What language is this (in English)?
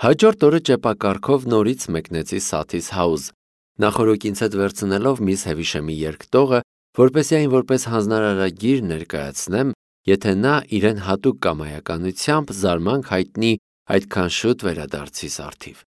Armenian